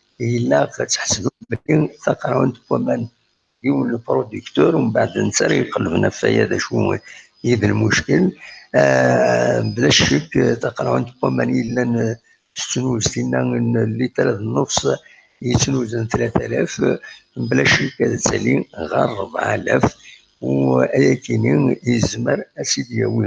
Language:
Kabyle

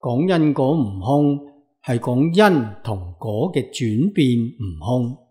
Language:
Cantonese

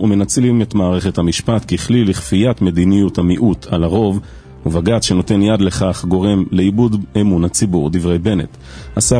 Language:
Hebrew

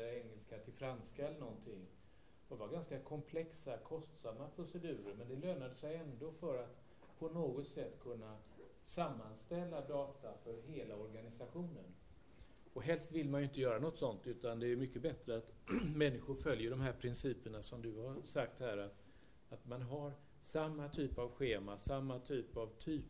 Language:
Swedish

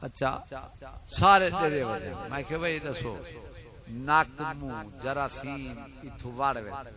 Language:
Saraiki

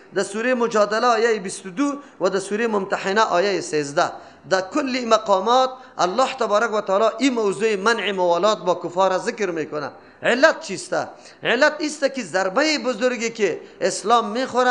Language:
Persian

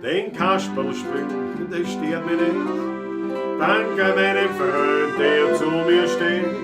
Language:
Bavarian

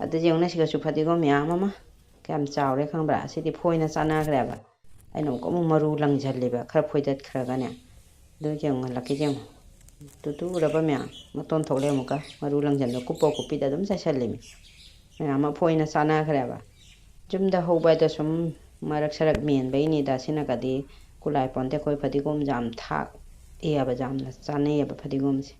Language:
Manipuri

